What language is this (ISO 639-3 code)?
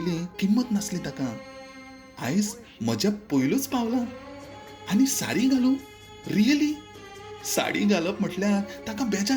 kok